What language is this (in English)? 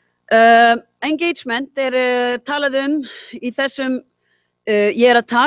Icelandic